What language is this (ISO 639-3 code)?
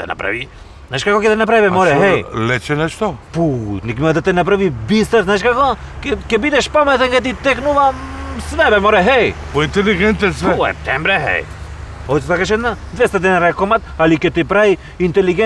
mkd